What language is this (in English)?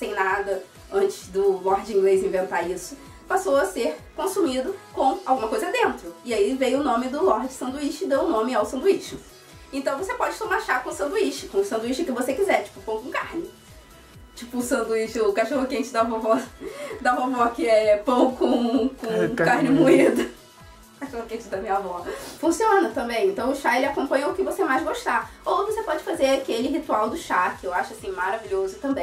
Portuguese